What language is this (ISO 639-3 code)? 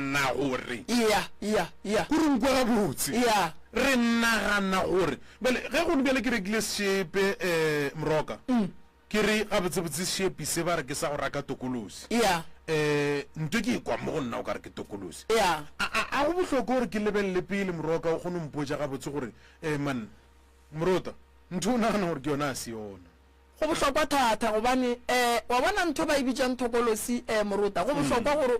nso